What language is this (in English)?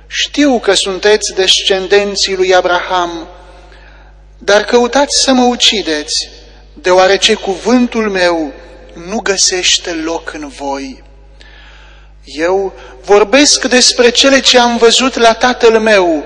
Romanian